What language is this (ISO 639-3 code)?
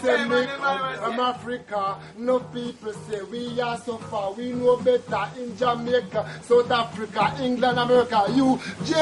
jam